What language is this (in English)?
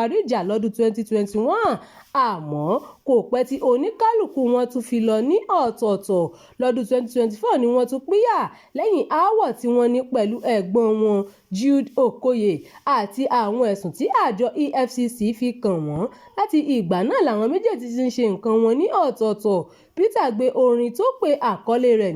Yoruba